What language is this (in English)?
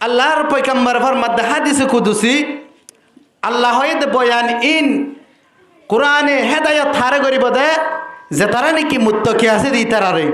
Rohingya